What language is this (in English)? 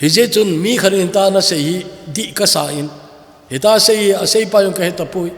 Thado Chin